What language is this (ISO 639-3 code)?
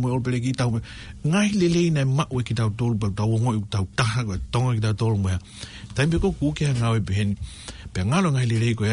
ton